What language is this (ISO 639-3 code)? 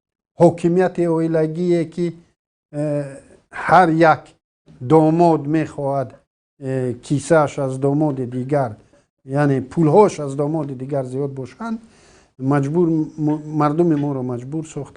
tgk